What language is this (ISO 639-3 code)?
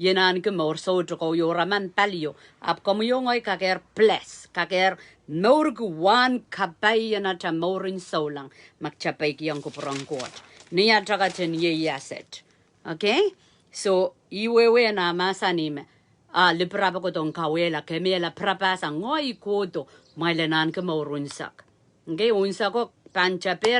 pon